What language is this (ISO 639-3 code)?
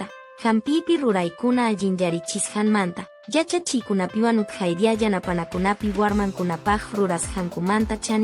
que